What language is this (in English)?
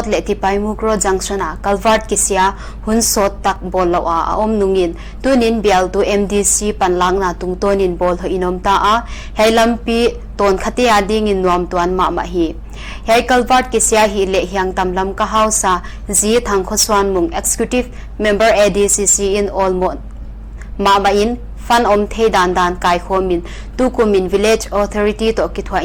Paite Chin